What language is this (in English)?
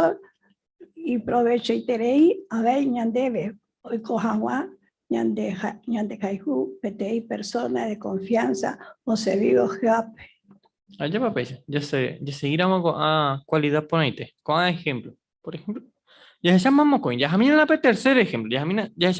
Guarani